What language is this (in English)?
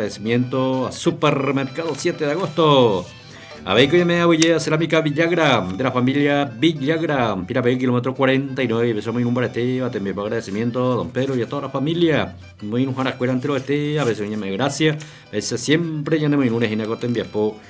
Guarani